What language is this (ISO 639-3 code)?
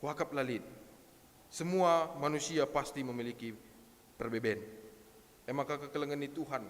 btx